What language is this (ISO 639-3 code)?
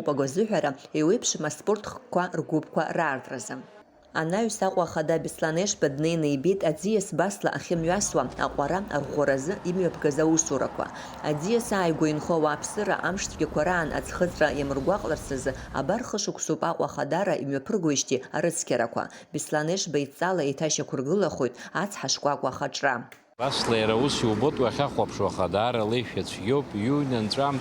abk